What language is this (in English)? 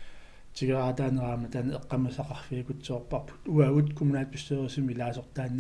Kalaallisut